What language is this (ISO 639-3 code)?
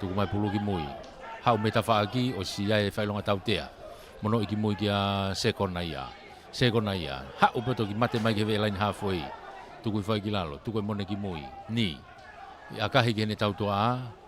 ton